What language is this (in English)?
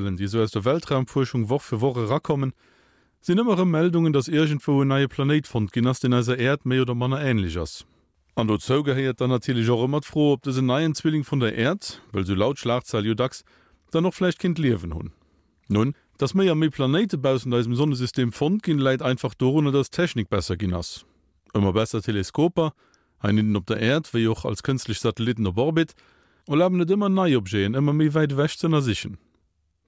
Luxembourgish